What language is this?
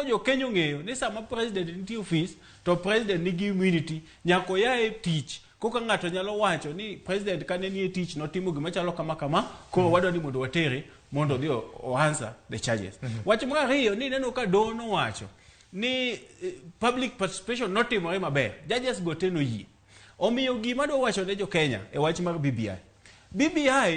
Luo (Kenya and Tanzania)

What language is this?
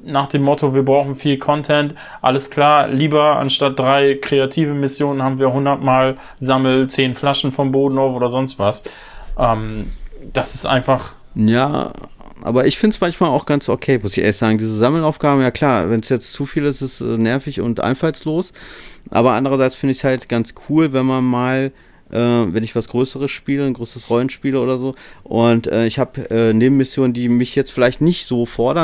German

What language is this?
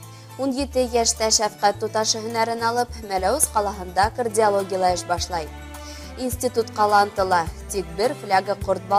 Bashkir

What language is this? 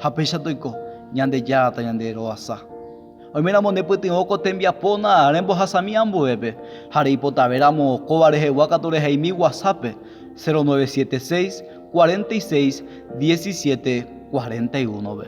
Guarani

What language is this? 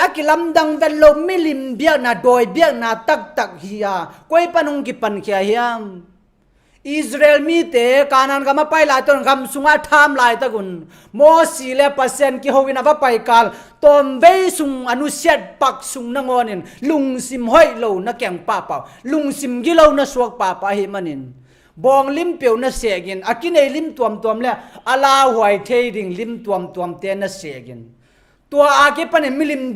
Tedim Chin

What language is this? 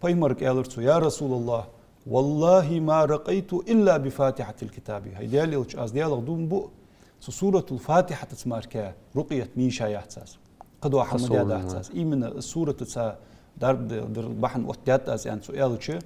Ingush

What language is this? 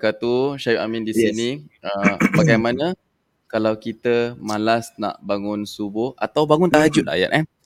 Malay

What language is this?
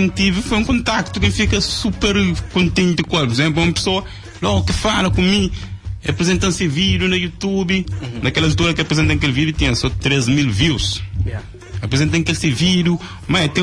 Kabuverdianu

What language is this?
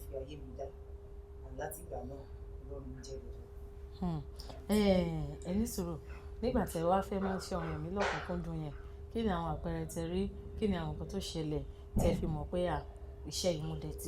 Yoruba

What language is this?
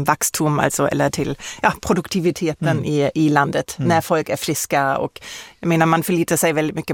Swedish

